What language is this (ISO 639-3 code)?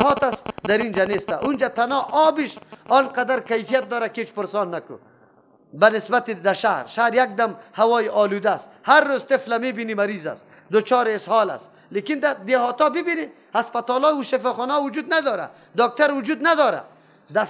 fas